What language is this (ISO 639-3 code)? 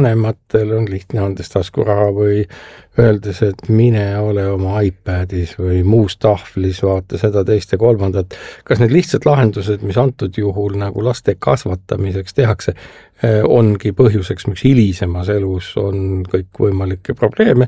est